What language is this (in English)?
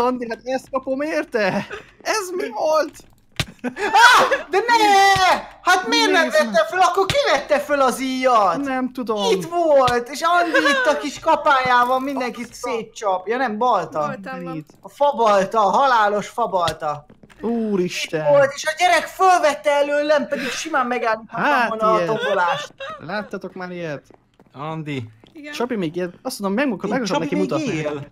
Hungarian